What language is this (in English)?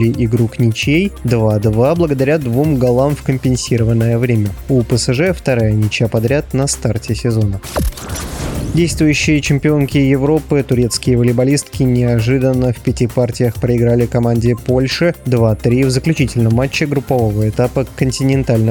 Russian